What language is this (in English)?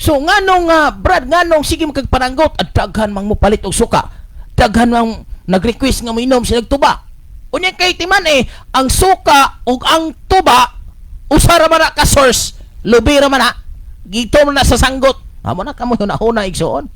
Cebuano